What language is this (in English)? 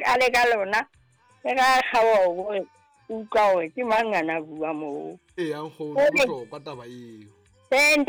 Southern Sotho